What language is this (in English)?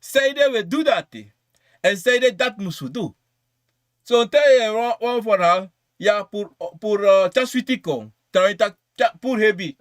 Sranan Tongo